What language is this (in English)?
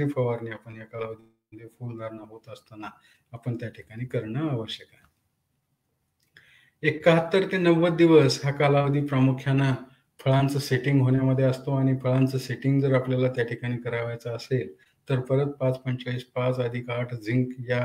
Marathi